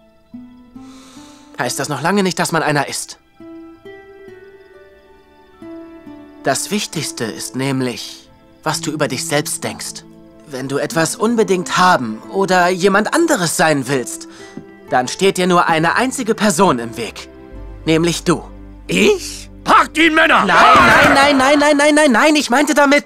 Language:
German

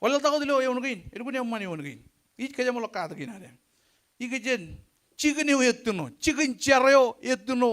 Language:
Marshallese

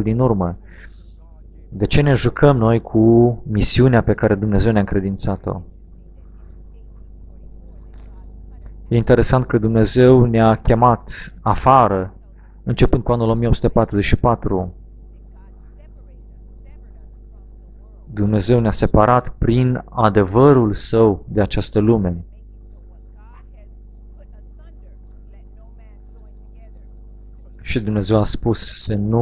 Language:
Romanian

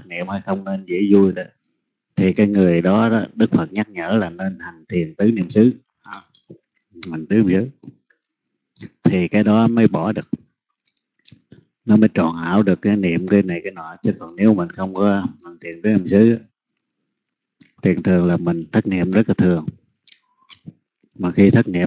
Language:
Vietnamese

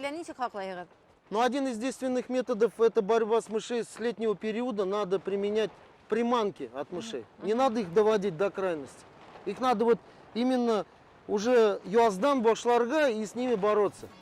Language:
Bashkir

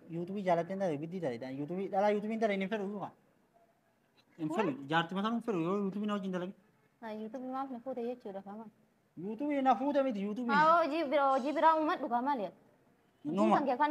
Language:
Oromo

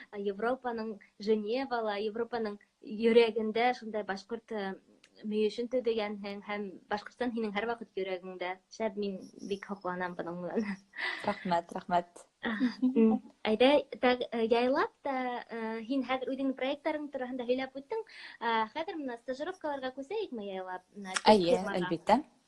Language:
Bashkir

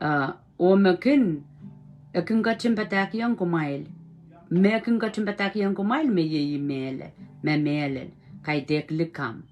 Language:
Pohnpeian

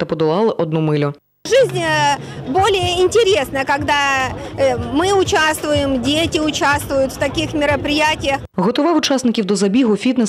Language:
Ukrainian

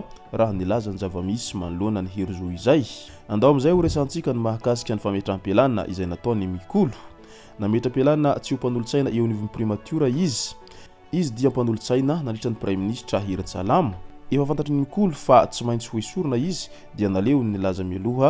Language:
Malagasy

